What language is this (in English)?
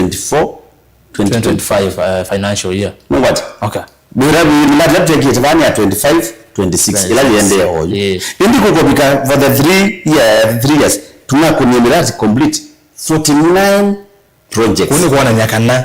Kamba